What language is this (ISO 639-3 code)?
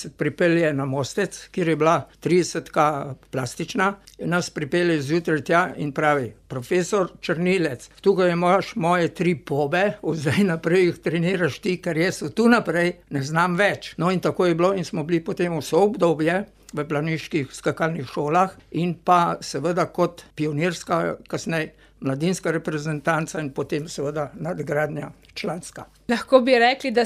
slv